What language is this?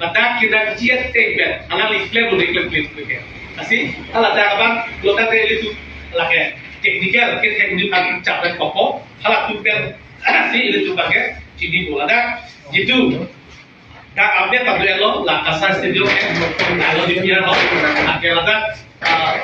Karbi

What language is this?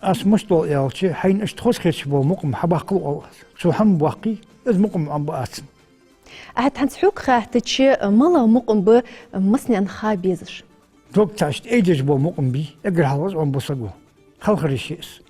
Ingush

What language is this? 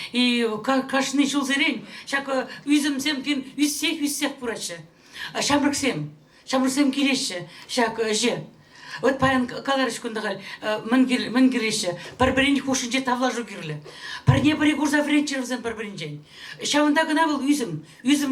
Chuvash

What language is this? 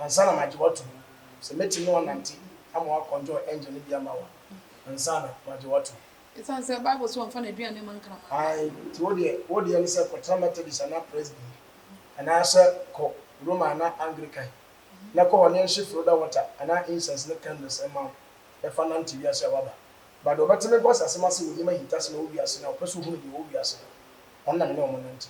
Akan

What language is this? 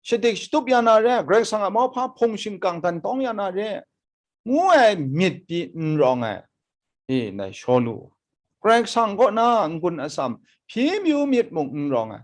Kachin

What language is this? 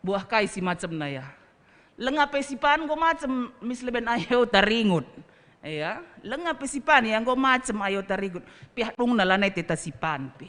Batak Karo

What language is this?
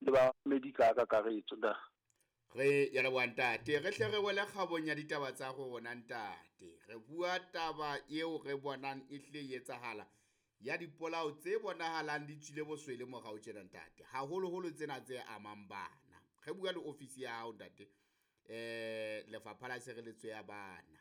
Southern Sotho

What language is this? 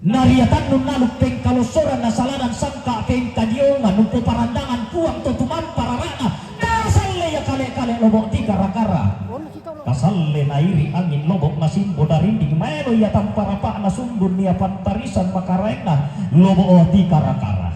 Toraja-Sa'dan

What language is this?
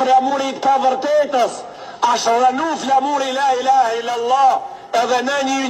Albanian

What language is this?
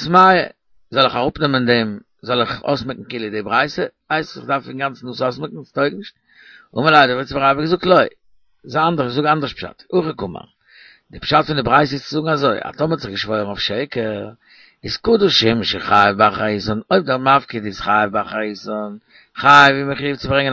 Yiddish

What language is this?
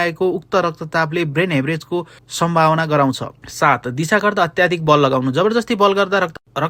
Nepali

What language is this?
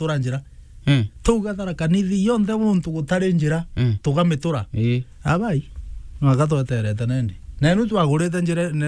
Meru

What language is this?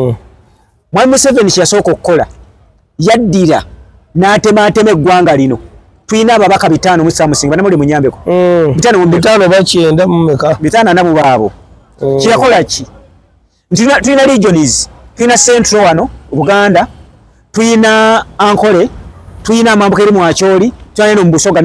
Ganda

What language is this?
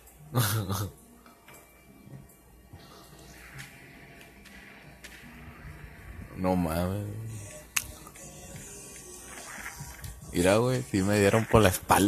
Spanish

